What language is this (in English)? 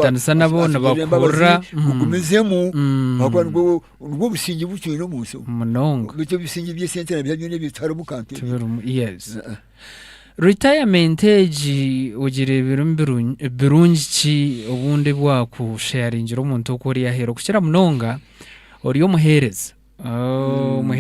Nyankole